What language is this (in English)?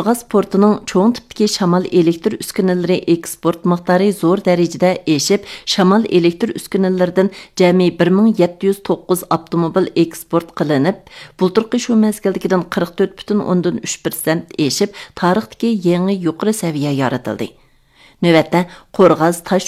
Uyghur